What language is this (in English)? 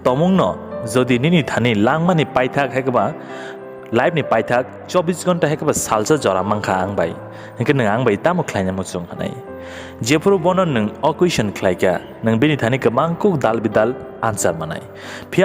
Kok Borok